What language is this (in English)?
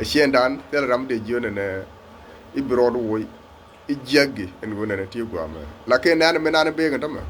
Nuer